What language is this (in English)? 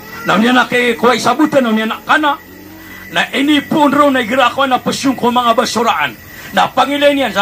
Maranao